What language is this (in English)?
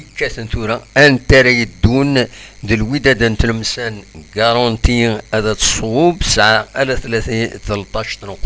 Kabyle